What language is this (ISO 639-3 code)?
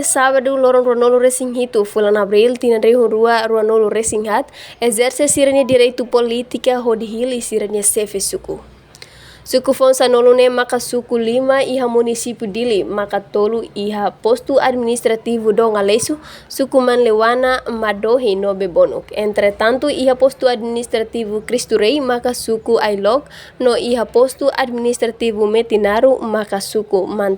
tet